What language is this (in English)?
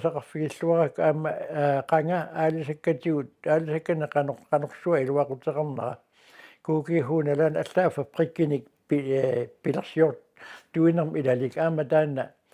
Kalaallisut